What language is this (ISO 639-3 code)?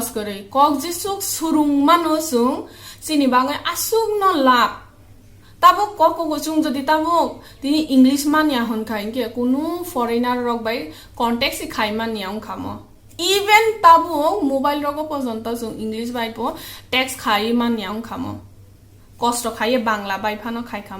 trp